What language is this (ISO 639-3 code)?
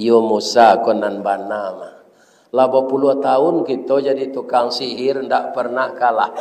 min